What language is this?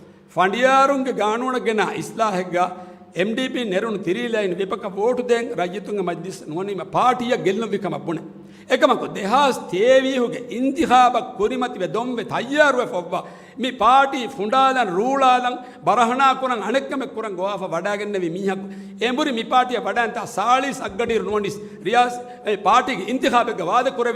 Divehi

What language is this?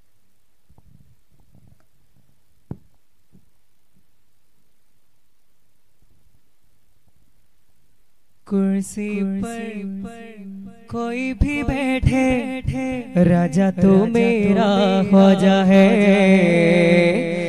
Malayalam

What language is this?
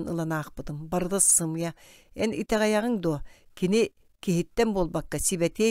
Yakut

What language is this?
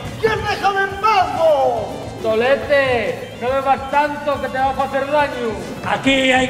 Asturian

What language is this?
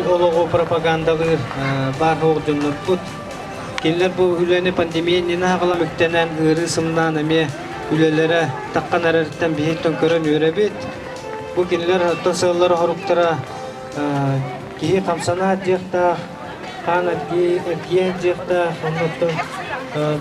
Yakut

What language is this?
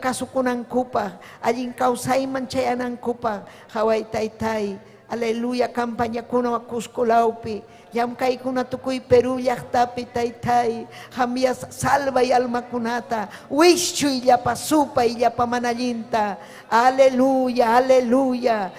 Ayacucho Quechua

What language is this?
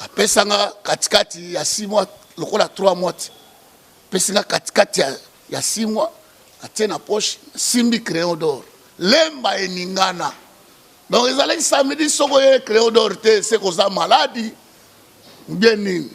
Lingala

